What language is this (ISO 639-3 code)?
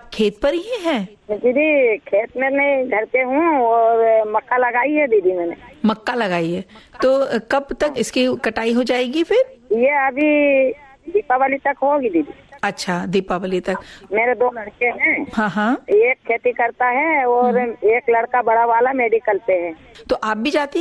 hin